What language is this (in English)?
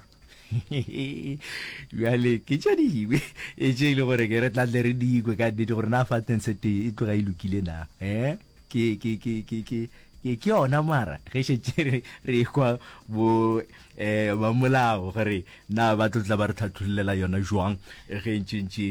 Northern Sotho